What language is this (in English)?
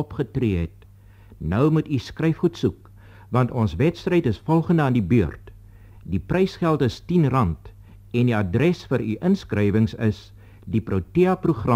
Afrikaans